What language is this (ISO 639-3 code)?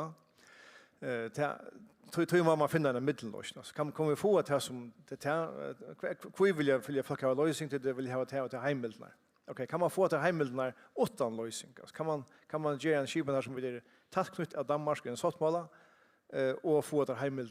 fao